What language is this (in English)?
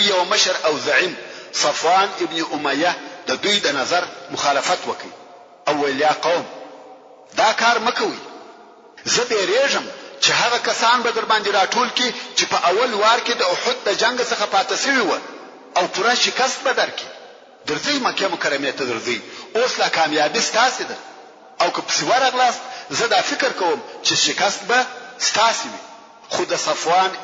Pashto